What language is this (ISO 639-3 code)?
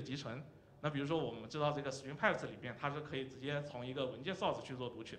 zho